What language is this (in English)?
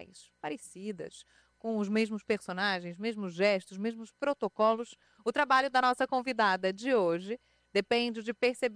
Portuguese